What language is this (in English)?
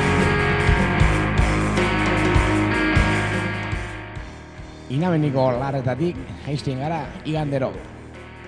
Basque